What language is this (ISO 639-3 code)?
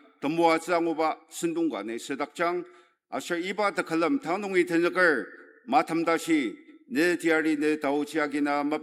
njo